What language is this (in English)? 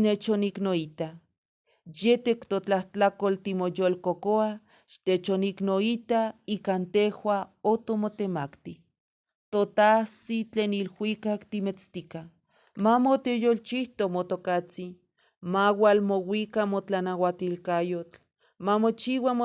Eastern Huasteca Nahuatl